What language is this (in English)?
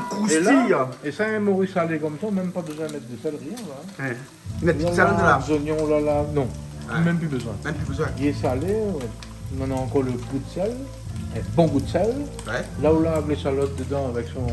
Réunion Creole French